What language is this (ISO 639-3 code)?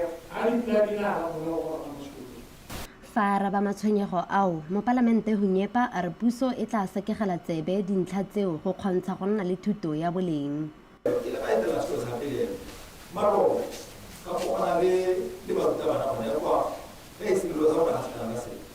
tsn